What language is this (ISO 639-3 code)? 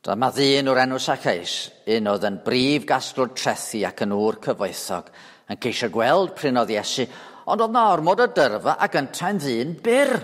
cym